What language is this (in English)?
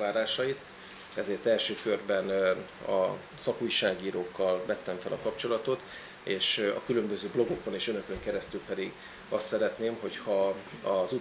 Hungarian